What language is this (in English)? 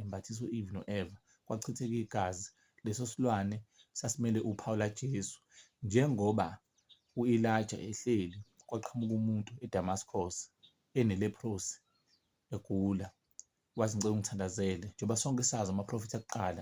Zulu